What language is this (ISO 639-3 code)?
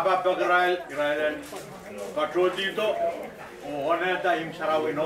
pon